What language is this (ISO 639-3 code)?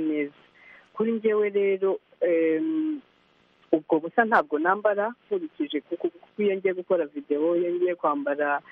kin